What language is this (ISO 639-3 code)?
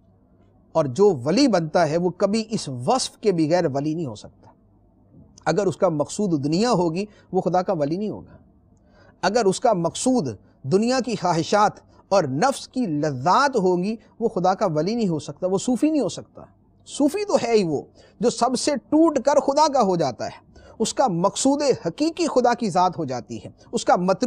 urd